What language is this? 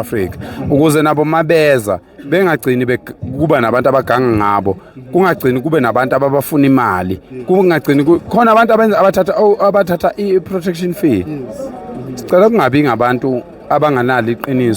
Zulu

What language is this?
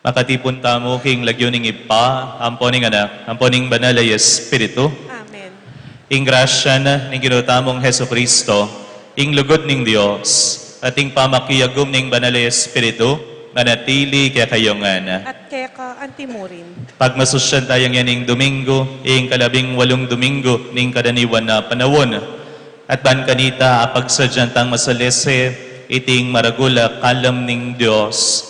Pampanga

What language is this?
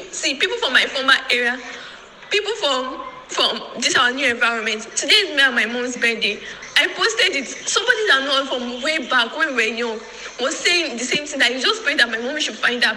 Nigerian Pidgin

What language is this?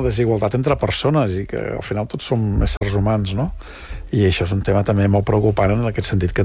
Catalan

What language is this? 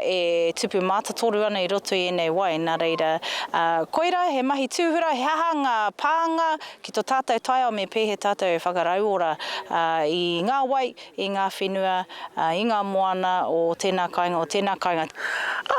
Māori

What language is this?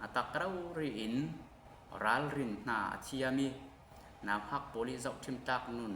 Falam Chin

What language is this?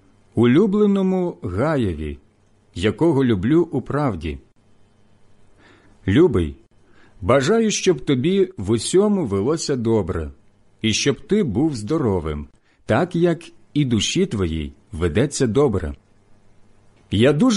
Ukrainian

